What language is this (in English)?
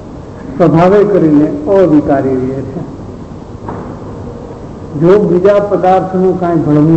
Gujarati